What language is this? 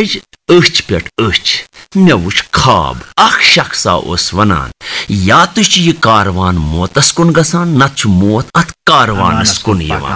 Kashmiri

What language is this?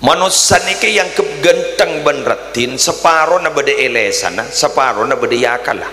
Madurese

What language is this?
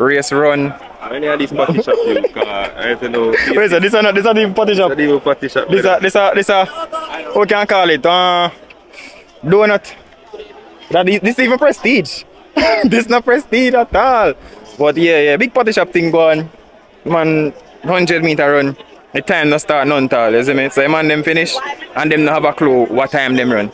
Jamaican Creole English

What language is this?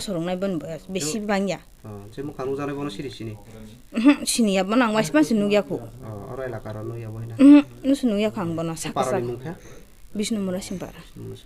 Riang (India)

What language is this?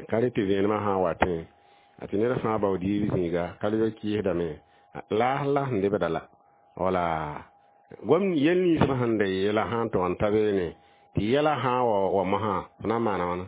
Mossi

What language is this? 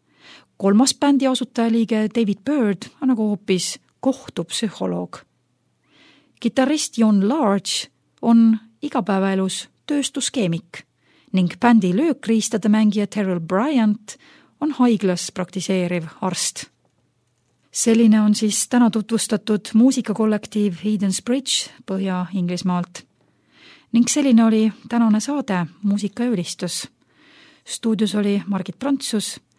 Estonian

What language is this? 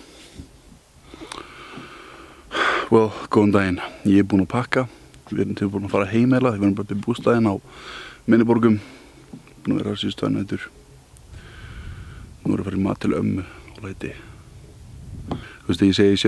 Icelandic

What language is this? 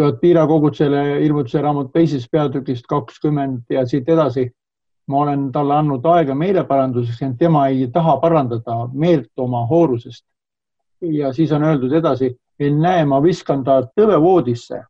Estonian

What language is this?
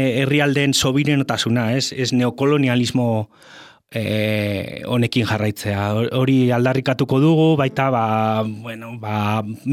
Basque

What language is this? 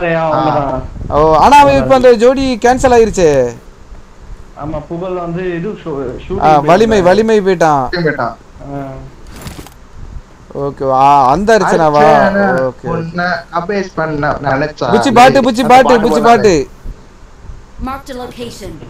Tamil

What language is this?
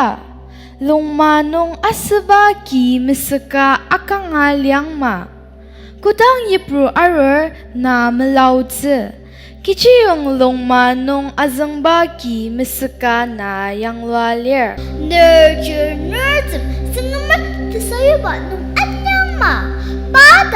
Ao Naga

